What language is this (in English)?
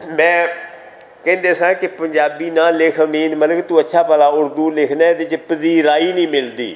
Western Panjabi